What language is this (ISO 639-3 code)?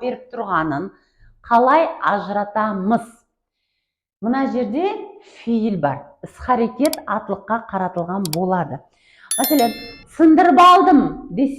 kaa